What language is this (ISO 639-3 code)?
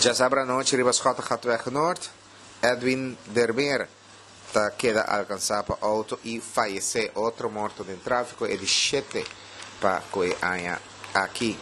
pap